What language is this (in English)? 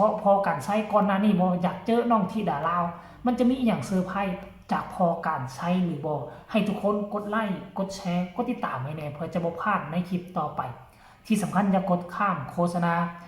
Northeastern Thai